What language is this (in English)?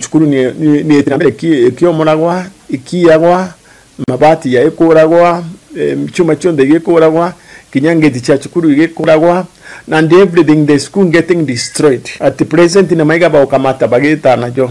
Meru